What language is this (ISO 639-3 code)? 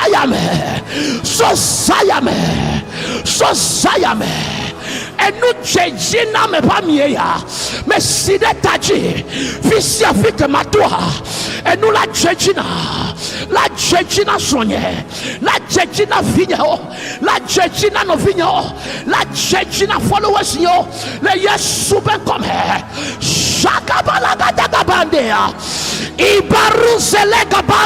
ewe